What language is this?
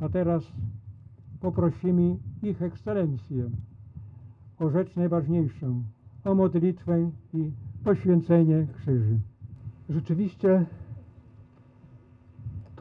Polish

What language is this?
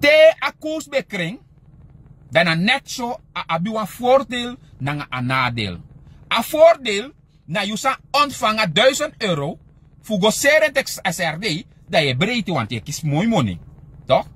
Sranan Tongo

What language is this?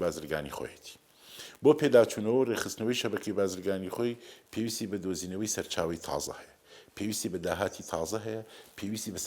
Central Kurdish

